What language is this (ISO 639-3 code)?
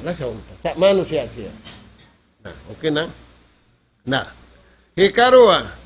tsg